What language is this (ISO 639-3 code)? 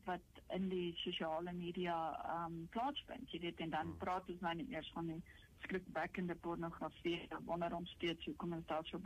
afr